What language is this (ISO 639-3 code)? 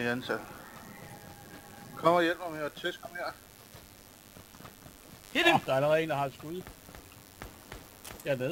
dan